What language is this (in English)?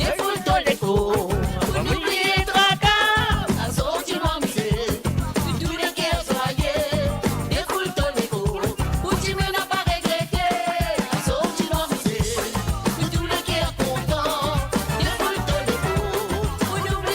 Morisyen